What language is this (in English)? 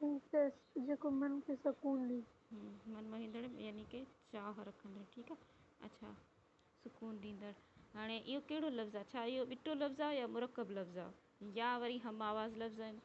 Sindhi